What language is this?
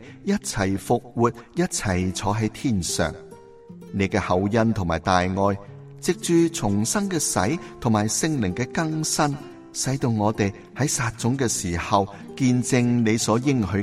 Cantonese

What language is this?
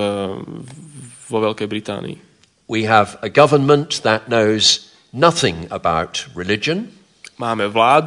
Slovak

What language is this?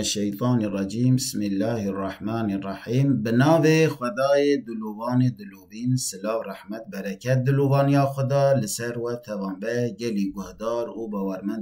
Kurdish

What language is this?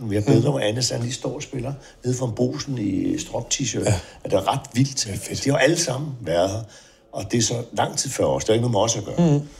Danish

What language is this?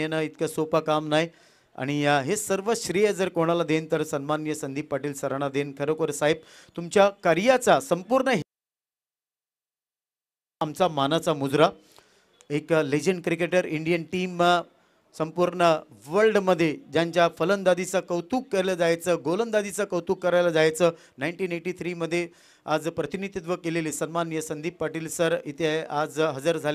Marathi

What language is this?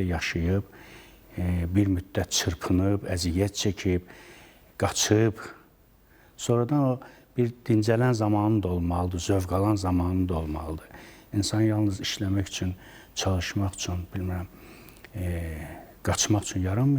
Azerbaijani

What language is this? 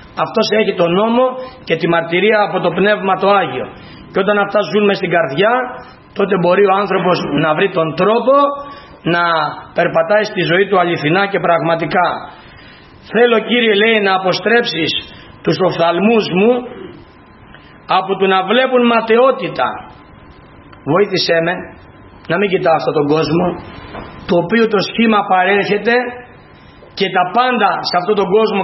Greek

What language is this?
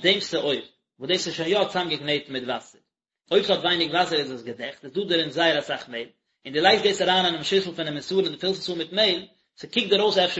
Yiddish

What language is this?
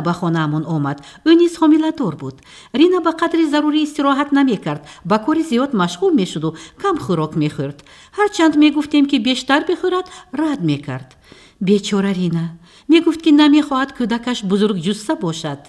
Tajik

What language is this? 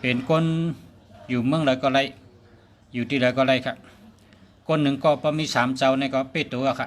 Shan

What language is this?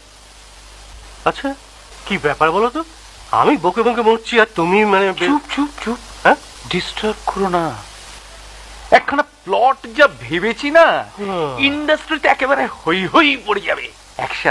Bangla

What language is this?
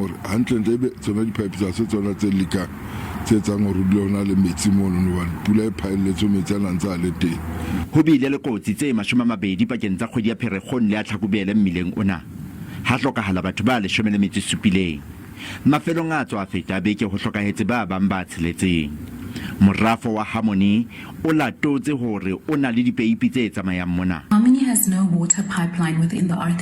Southern Sotho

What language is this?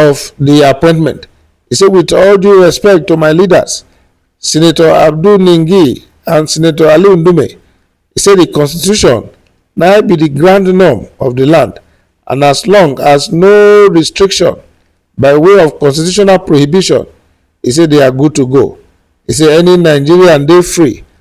Nigerian Pidgin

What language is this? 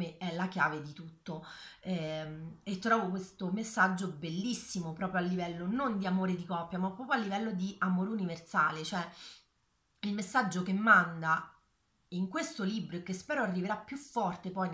Italian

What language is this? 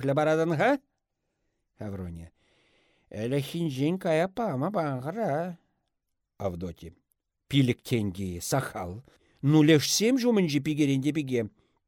Chuvash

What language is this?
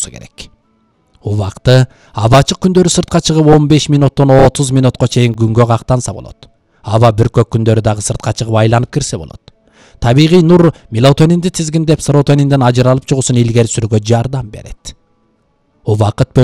Kyrgyz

